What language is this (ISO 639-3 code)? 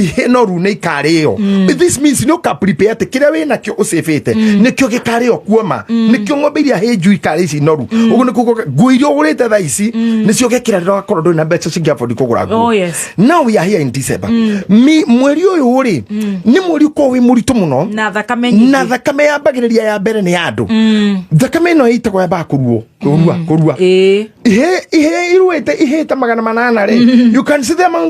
kik